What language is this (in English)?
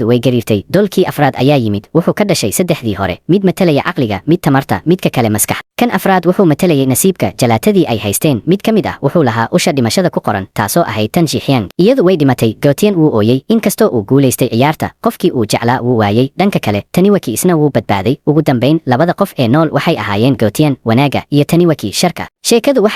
Somali